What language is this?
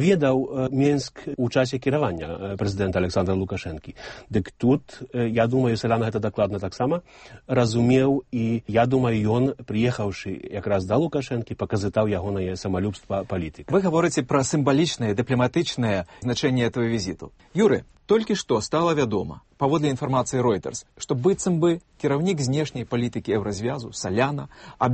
Belarusian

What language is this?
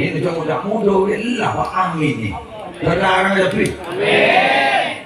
Madurese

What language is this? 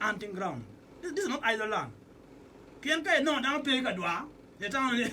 Acoli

